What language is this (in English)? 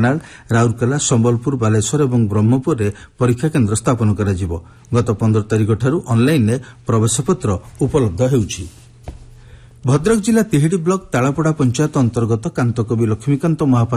Odia